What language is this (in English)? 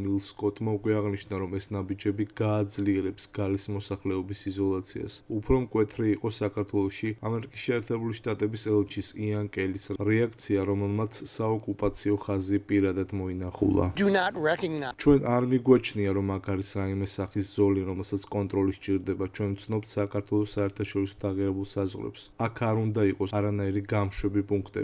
Georgian